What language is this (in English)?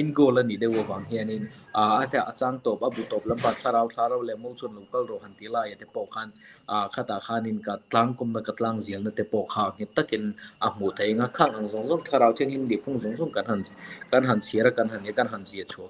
Mizo